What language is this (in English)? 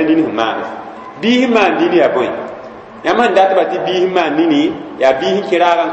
Mossi